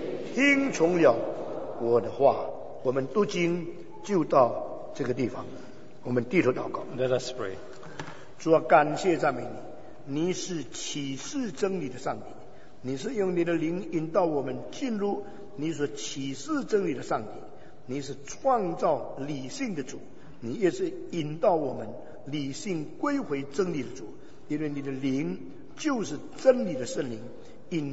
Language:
Chinese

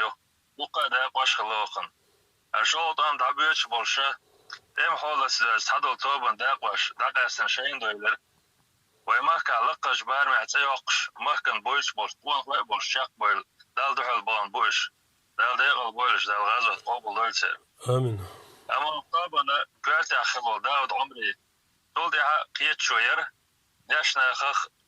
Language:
Chechen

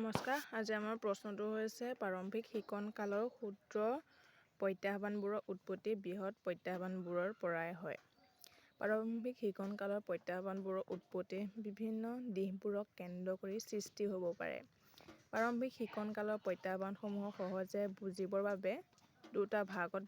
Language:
Assamese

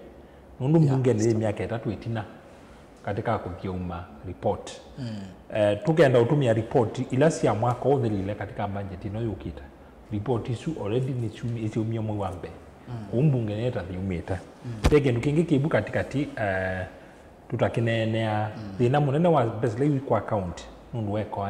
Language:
Kamba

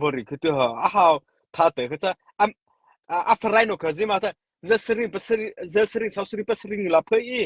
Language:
Mara Chin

